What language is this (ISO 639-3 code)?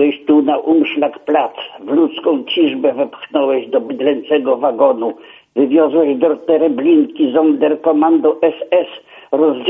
pol